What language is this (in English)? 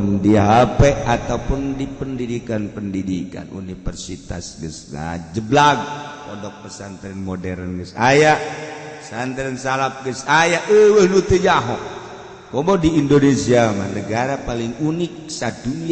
Sundanese